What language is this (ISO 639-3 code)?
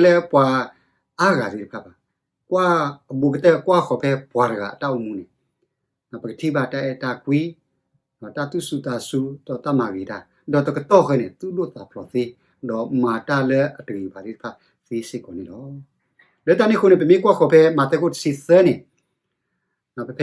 ksw